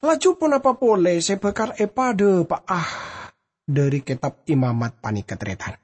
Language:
Madurese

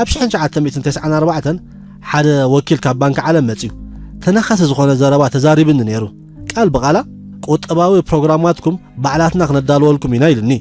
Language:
Tigrinya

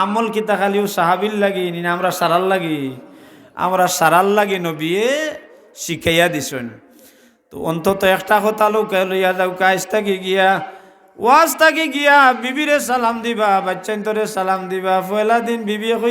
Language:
Sylheti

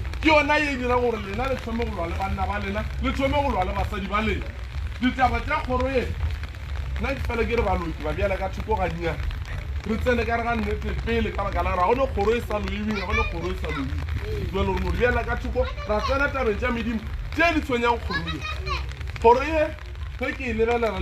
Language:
Northern Sotho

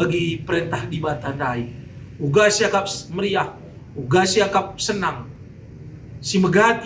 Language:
Batak Karo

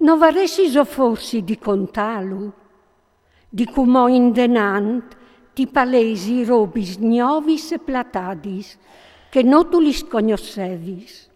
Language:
Friulian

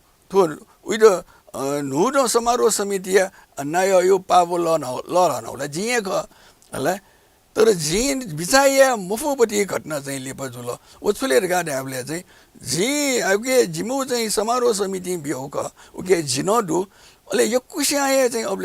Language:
Newari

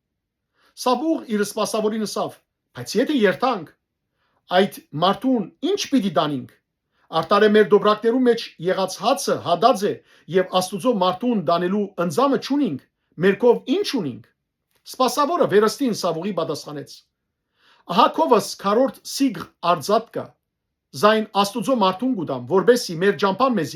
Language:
Western Armenian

